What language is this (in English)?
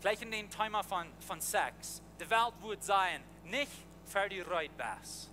Plautdietsch